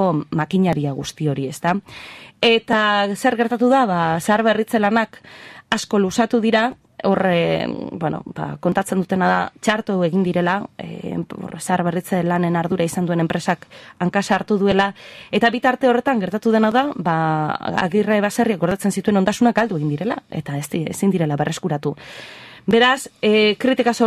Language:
Basque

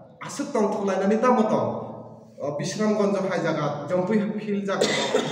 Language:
Kok Borok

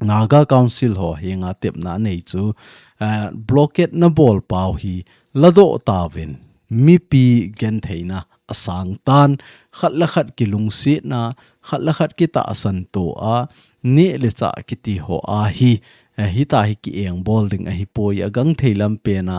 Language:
Thado Chin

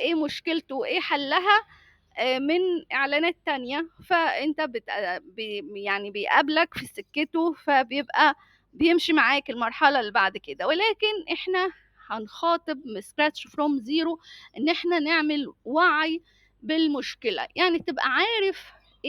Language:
Egyptian Arabic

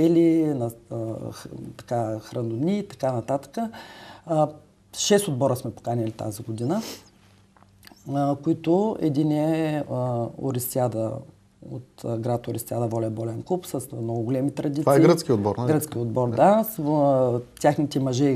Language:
Bulgarian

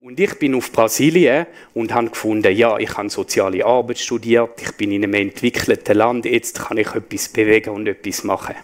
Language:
Swiss German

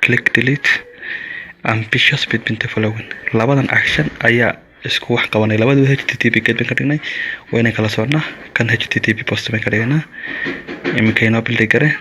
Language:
Somali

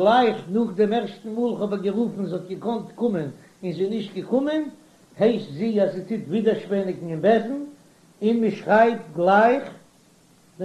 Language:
Yiddish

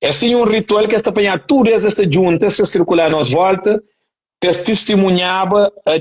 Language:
Kabuverdianu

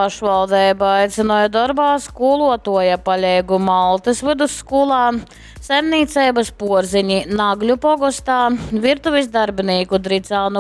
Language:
Latgalian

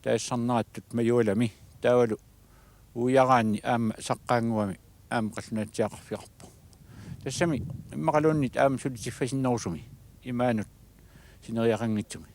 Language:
Kalaallisut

